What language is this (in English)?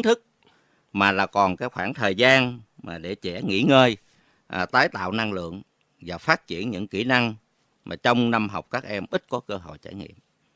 Vietnamese